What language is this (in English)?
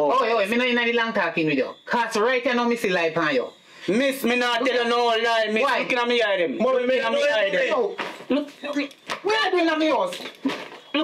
Jamaican Creole English